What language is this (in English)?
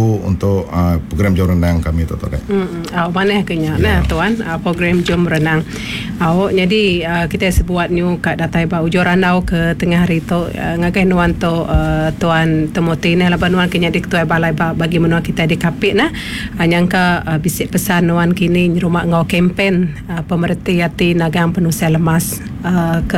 Iban